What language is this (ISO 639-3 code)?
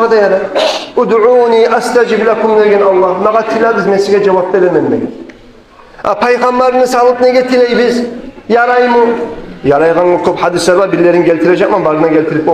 kum